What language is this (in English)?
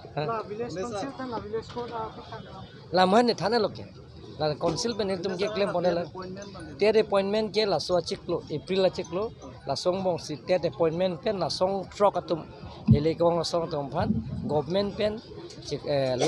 Karbi